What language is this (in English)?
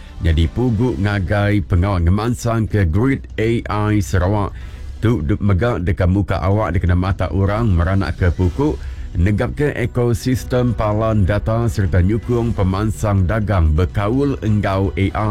Iban